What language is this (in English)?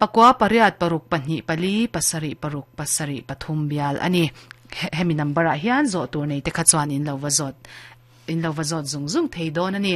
Mizo